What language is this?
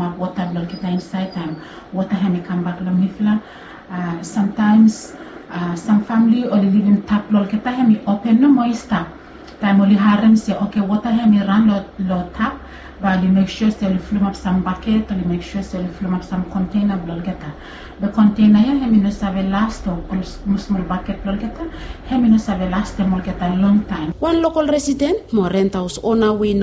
Bislama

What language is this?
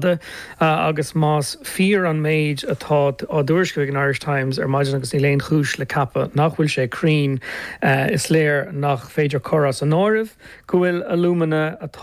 Irish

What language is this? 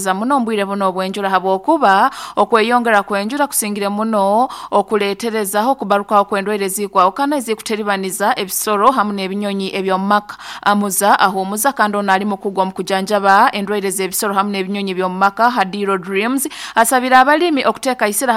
Nyoro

